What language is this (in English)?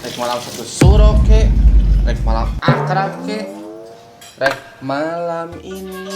Sundanese